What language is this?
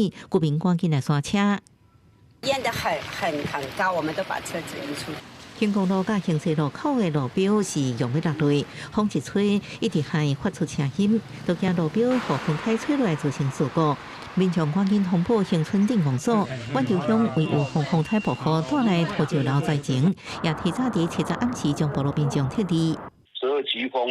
Min Nan Chinese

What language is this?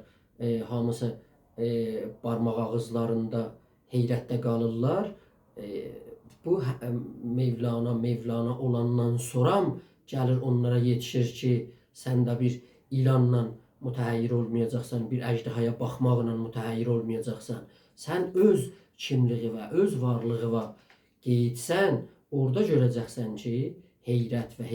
South Azerbaijani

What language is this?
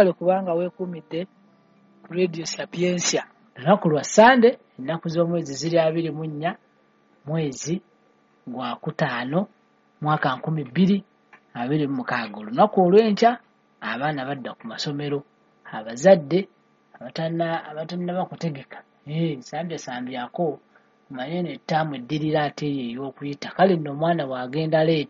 Ganda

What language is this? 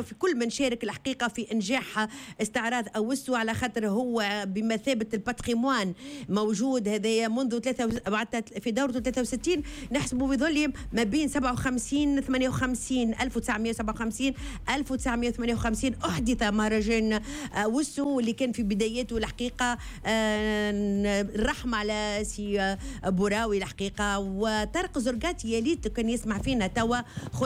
Tunisian Arabic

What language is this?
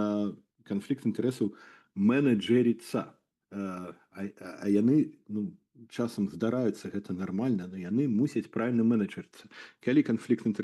Belarusian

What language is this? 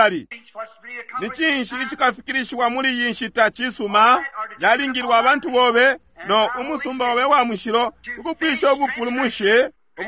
Bemba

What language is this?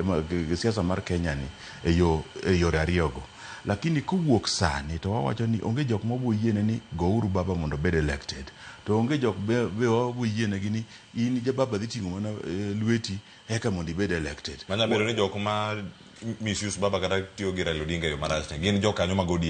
Luo (Kenya and Tanzania)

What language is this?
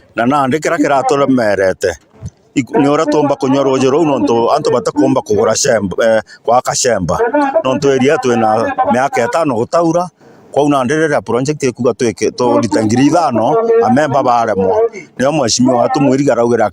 Meru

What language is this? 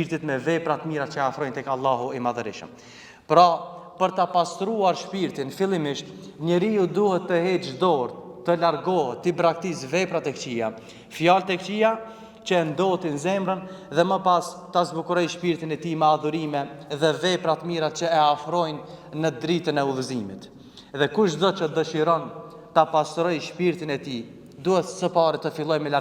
Albanian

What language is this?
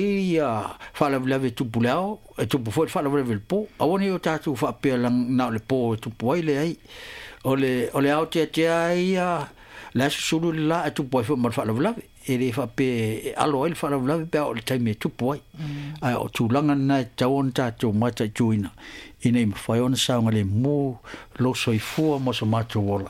Samoan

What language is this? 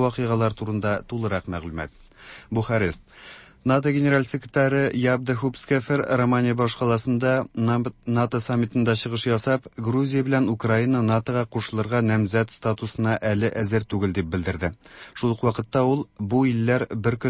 Tatar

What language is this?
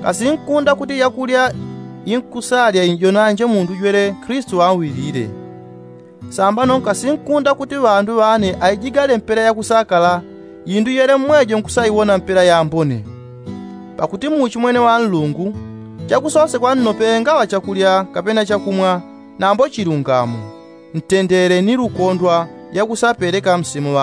Yao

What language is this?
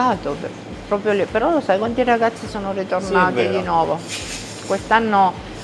Italian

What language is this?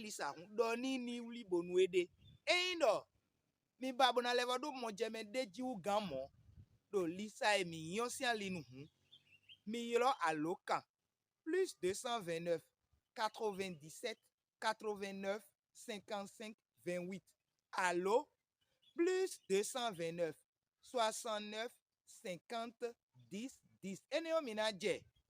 Fon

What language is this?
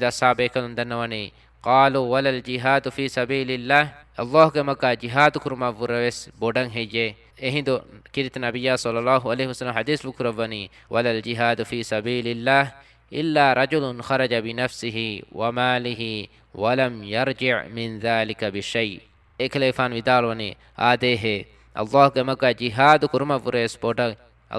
Divehi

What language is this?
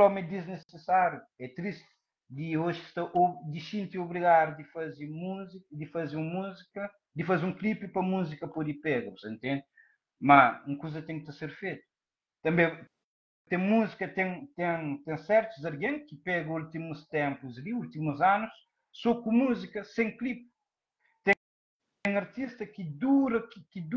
Kabuverdianu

